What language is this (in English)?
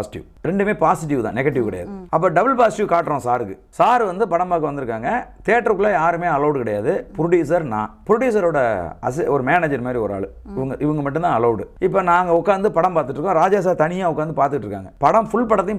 Tamil